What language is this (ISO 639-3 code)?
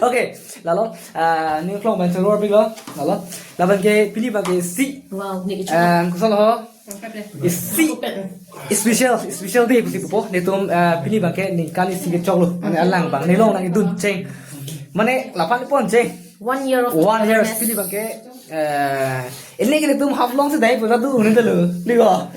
mjw